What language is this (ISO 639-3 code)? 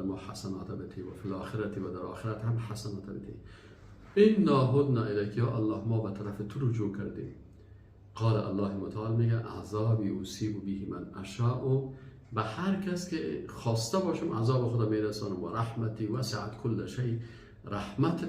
fas